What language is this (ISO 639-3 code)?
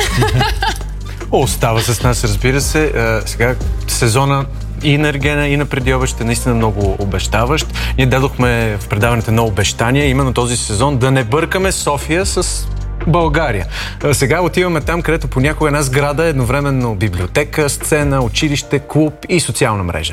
bul